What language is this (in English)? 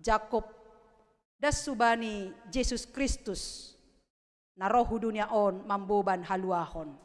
Batak Simalungun